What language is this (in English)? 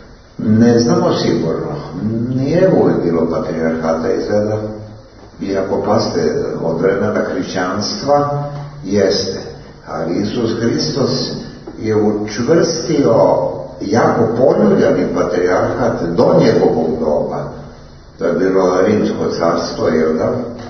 Serbian